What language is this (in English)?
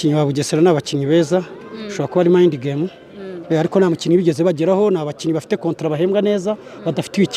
Kinyarwanda